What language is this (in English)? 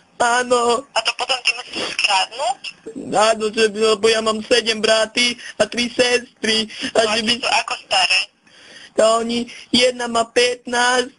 Slovak